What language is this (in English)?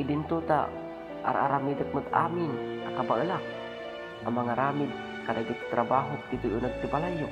Iloko